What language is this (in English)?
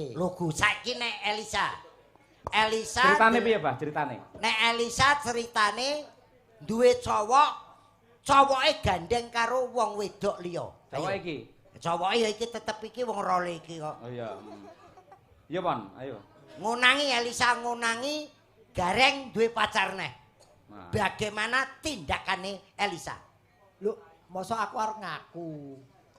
Javanese